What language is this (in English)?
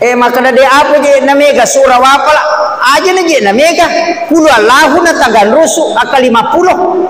Buginese